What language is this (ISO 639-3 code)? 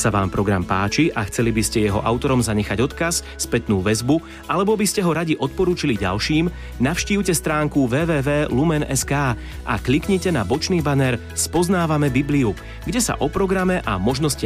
slk